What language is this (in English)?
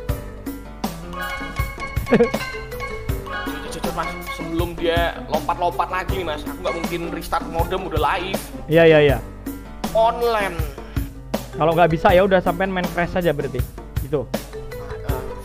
Indonesian